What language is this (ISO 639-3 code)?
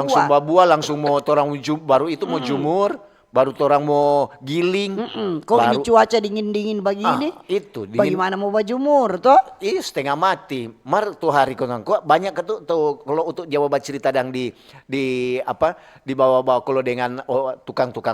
xmm